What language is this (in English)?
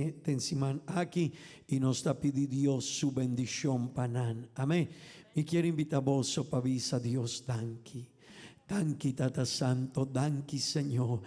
Papiamento